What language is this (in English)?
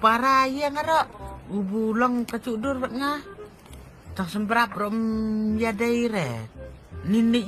Khasi